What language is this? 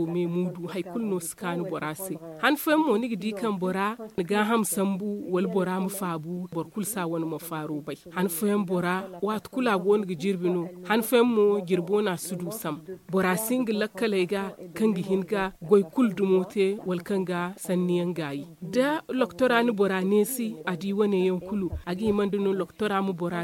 Zarma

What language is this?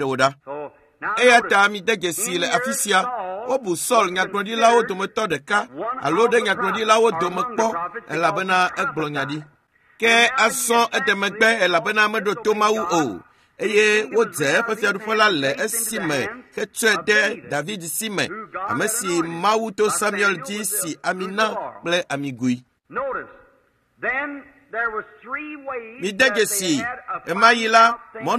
Ewe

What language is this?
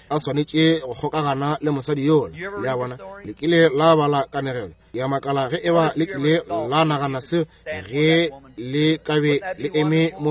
Northern Sotho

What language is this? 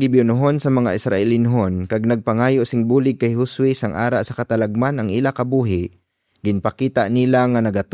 Hiligaynon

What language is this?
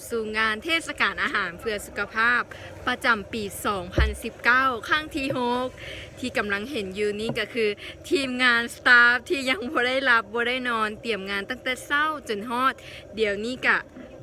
Lao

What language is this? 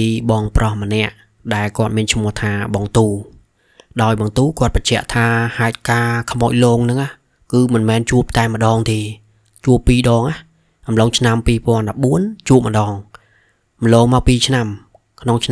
Khmer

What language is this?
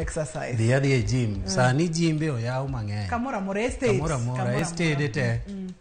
Luo (Kenya and Tanzania)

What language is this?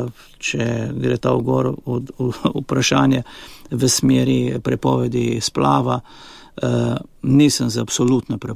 Slovenian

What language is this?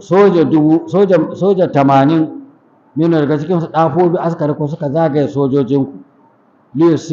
Hausa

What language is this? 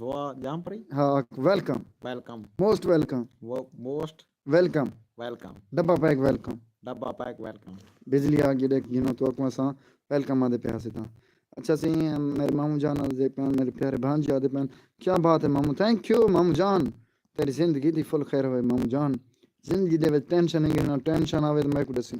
Saraiki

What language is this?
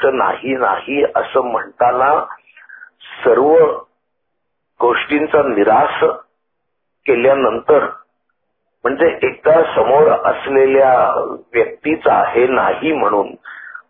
Marathi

